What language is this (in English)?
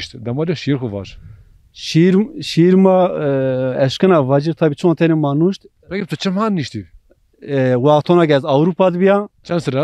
Zaza